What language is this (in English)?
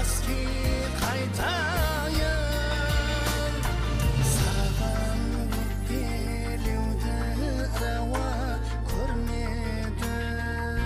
Kara-Kalpak